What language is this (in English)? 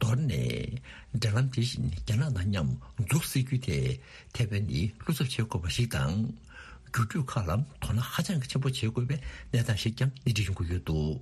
Tibetan